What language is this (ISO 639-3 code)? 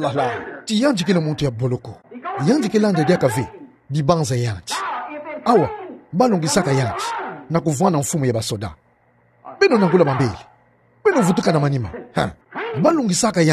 ktu